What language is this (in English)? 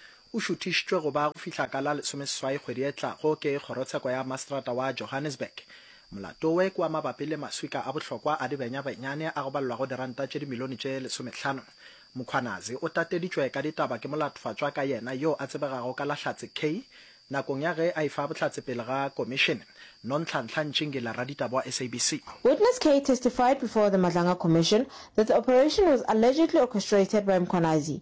Northern Sotho